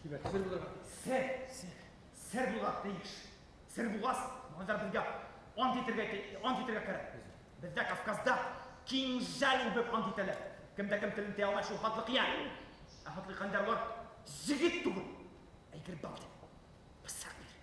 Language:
Bashkir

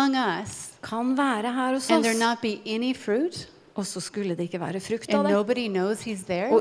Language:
Norwegian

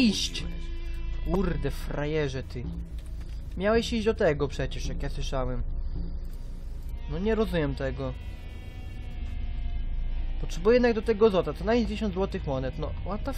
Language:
Polish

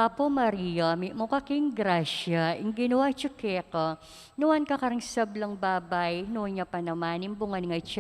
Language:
Pampanga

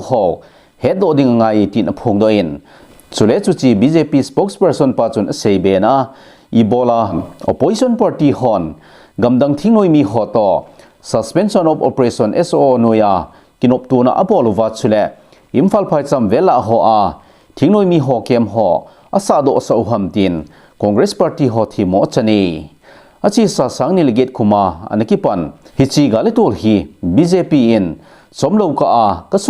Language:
Thado Chin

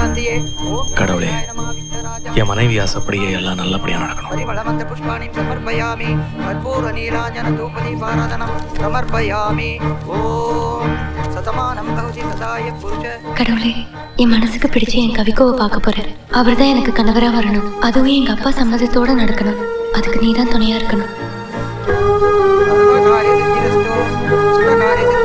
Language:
Tamil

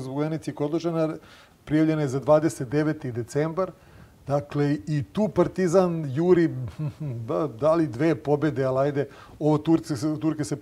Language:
Serbian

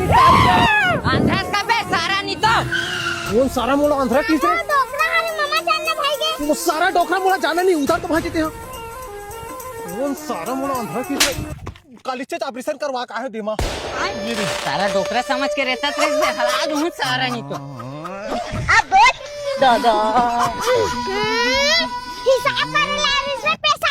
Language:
Chhattisgarhi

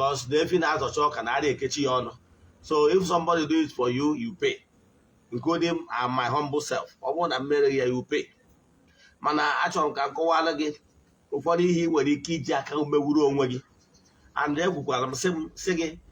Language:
Igbo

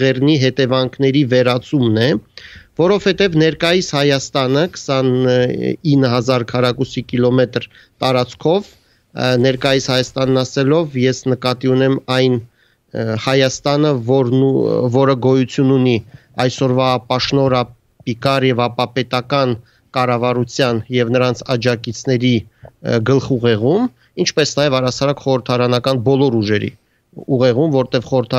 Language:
Armenian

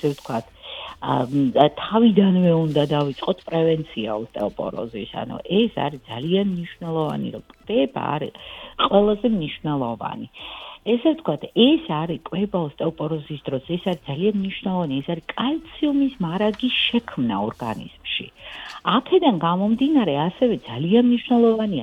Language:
Georgian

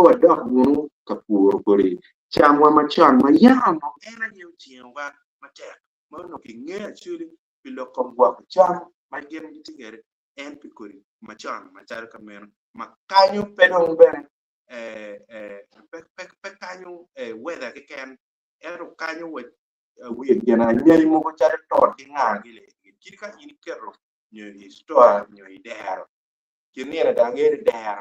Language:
Acoli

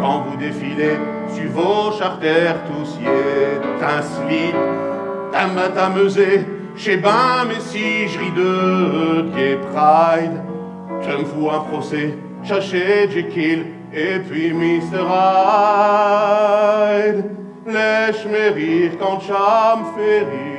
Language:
Picard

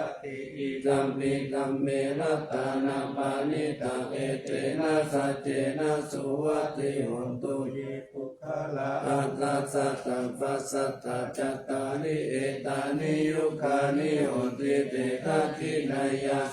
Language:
Pali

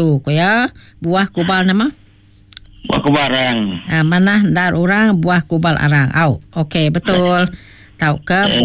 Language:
Malay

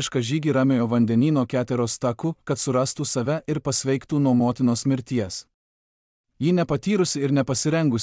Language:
Lithuanian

